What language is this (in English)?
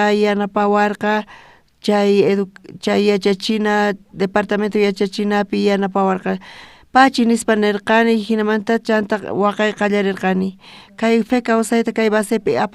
South Bolivian Quechua